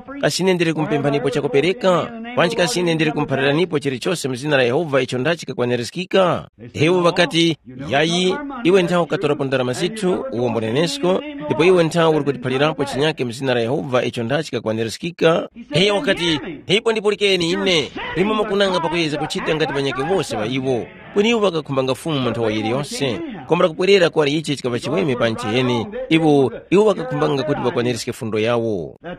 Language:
Tumbuka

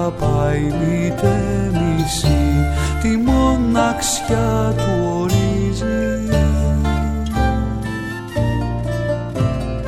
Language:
Greek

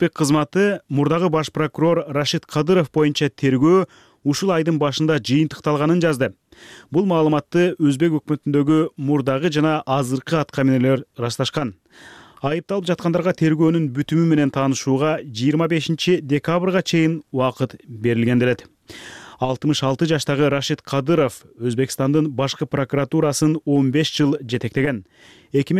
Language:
Kyrgyz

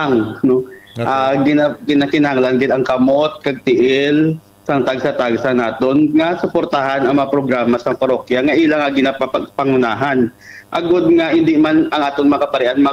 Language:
Hiligaynon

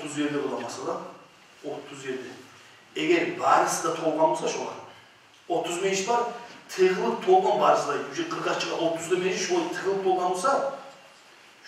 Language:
Kumyk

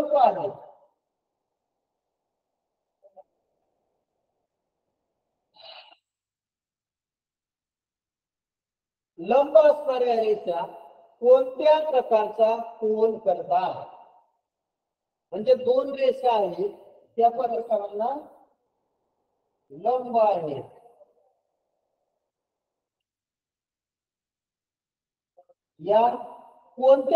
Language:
Marathi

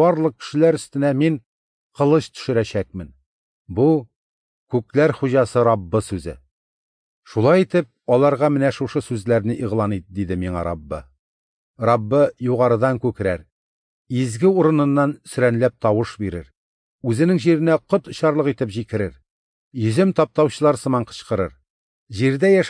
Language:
Tatar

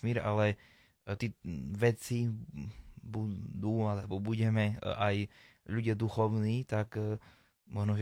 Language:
Slovak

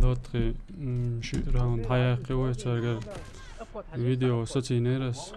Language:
Chechen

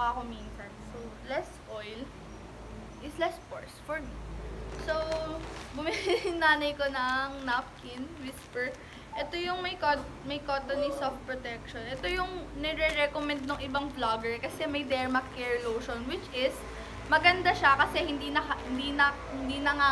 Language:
Filipino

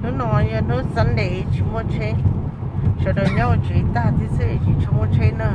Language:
Hmong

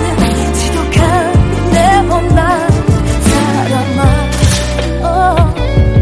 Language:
Korean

